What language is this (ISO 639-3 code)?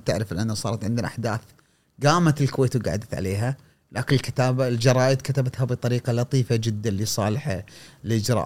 afb